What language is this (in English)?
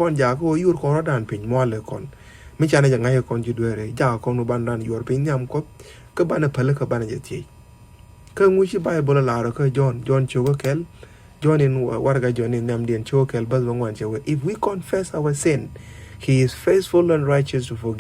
Nuer